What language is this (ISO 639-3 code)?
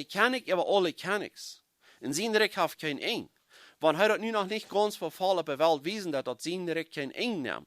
pdt